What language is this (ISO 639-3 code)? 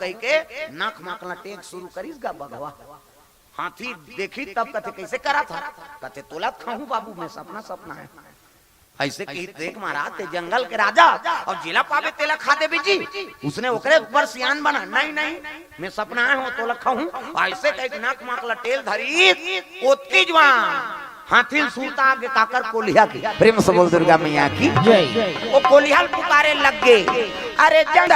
hne